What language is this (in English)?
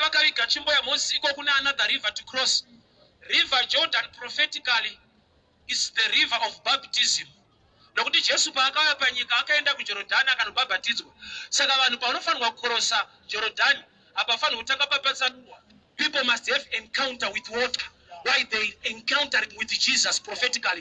Shona